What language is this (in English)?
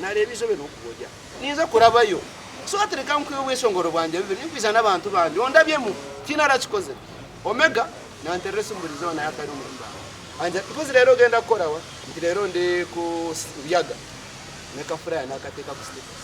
Nyankole